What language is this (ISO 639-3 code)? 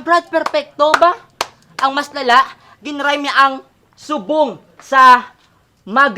hil